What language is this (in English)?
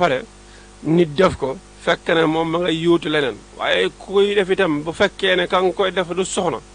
Wolof